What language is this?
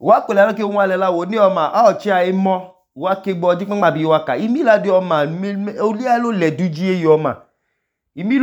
Idoma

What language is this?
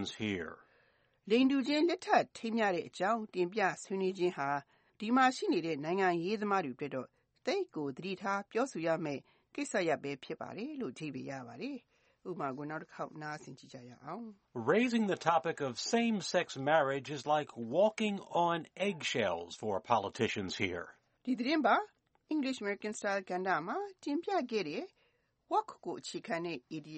Burmese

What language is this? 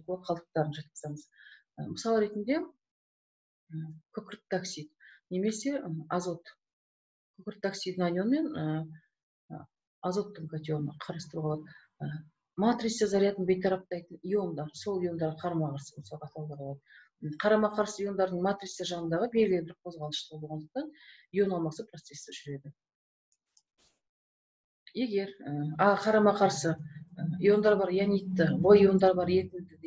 Kazakh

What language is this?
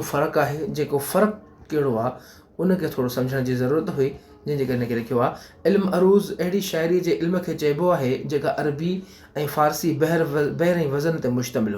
Sindhi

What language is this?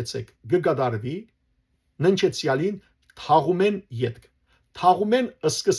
Western Armenian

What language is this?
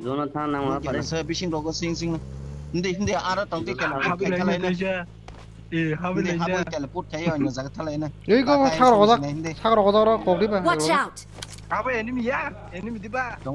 Kok Borok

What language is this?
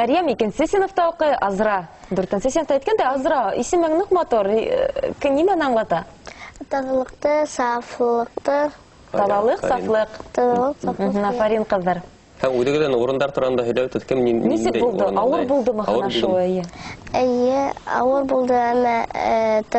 Bashkir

